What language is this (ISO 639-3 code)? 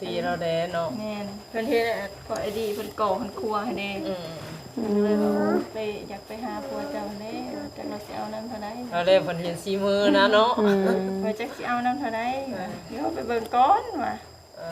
lao